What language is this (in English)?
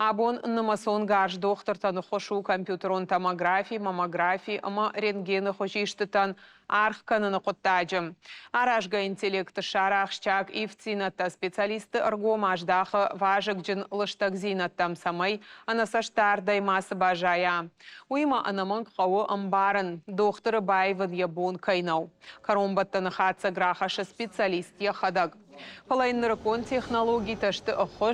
Ossetic